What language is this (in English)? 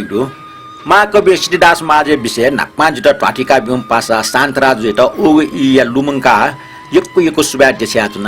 Newari